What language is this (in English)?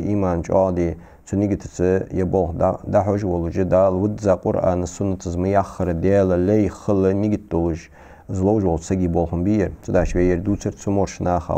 Ingush